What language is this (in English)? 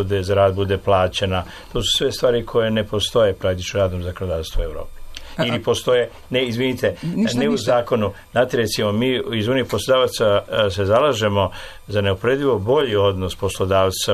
Serbian